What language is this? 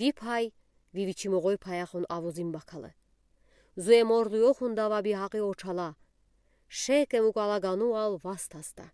Udi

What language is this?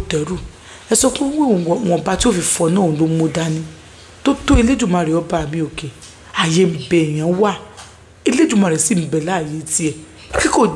Yoruba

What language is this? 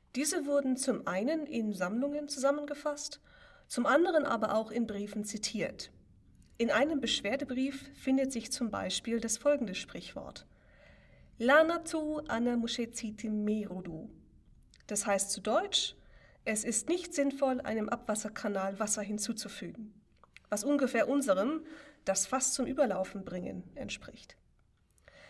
German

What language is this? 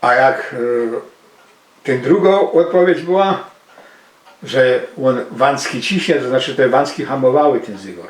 Silesian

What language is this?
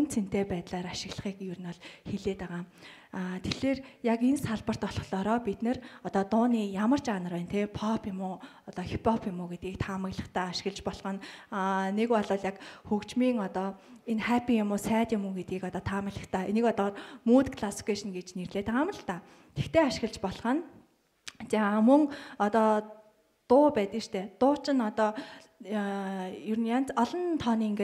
Mongolian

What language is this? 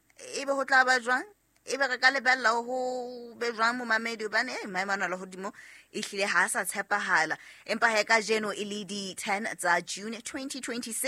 Southern Sotho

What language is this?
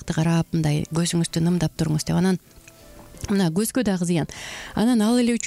Kyrgyz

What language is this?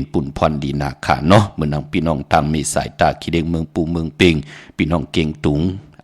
Shan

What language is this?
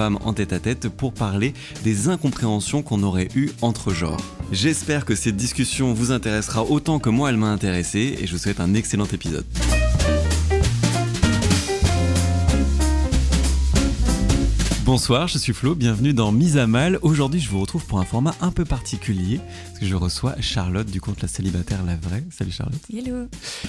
French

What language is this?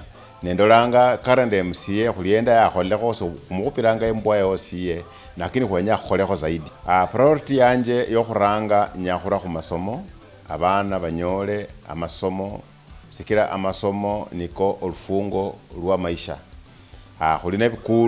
Luyia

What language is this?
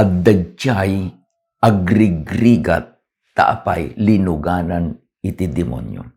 Iloko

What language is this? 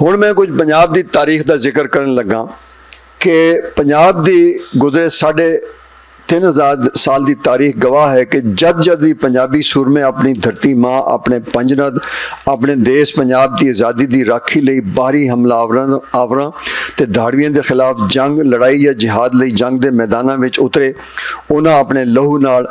Western Panjabi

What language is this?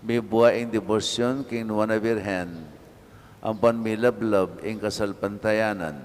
Pampanga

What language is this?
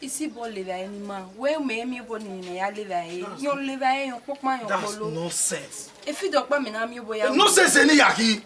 Bini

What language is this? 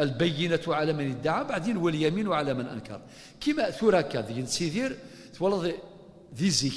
Kabyle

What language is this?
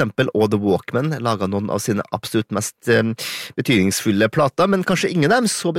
Norwegian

